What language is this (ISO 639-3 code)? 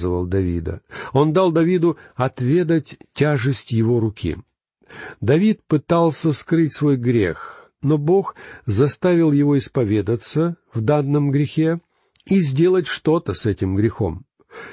rus